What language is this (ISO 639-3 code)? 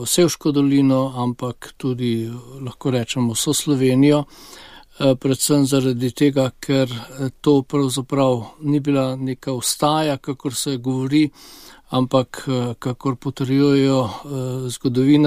slv